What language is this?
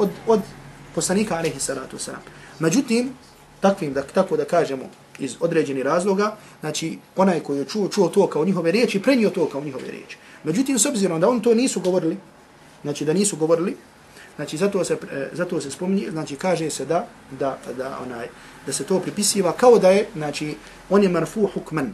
Bosnian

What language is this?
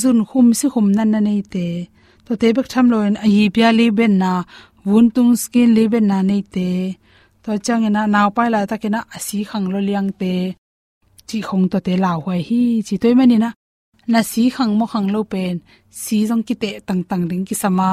Tedim Chin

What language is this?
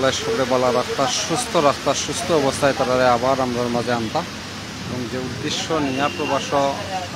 Sylheti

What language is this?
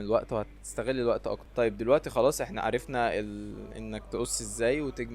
Egyptian Arabic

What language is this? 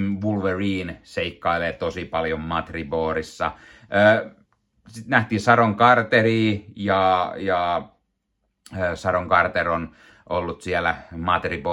Finnish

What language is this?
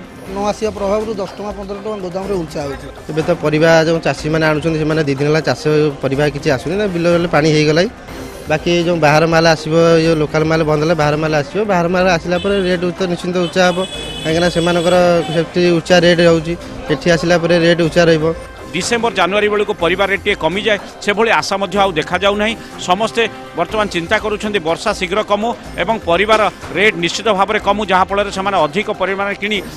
Odia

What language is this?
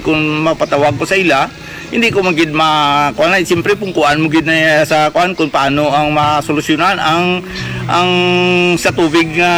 Hiligaynon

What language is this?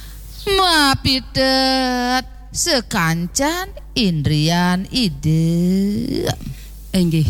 Balinese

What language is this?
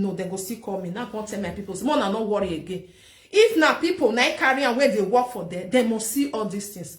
Nigerian Pidgin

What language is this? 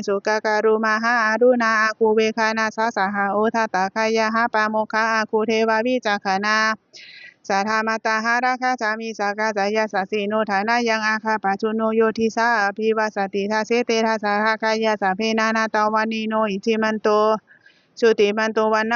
Pali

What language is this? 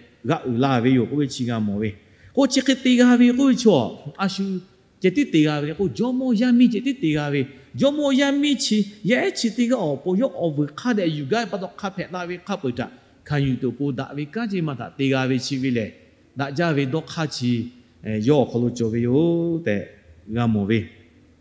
Lahu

